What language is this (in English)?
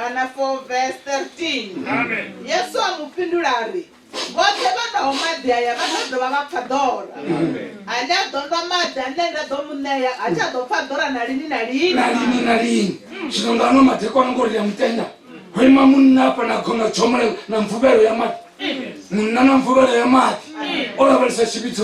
Venda